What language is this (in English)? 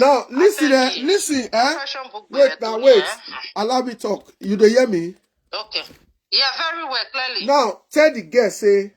Nigerian Pidgin